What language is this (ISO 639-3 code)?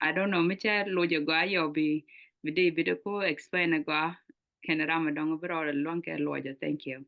nus